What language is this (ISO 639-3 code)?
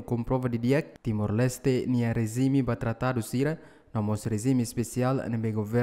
tet